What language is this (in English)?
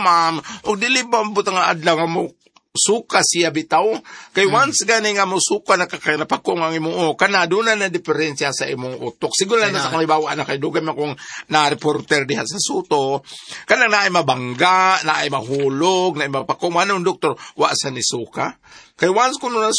Cebuano